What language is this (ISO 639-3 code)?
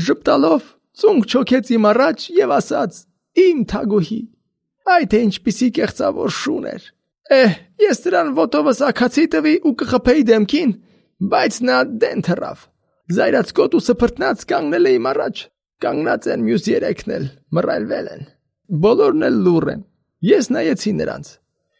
hye